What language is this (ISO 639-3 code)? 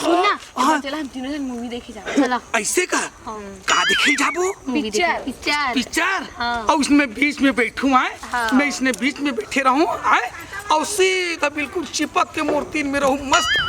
hne